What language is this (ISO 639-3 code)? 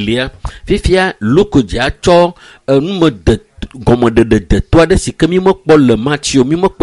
ewe